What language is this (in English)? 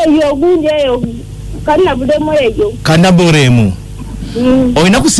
Ganda